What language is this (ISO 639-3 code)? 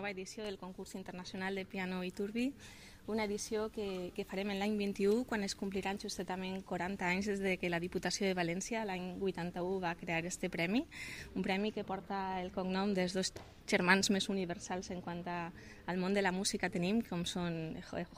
cat